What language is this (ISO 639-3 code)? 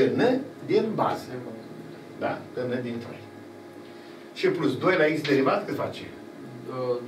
ron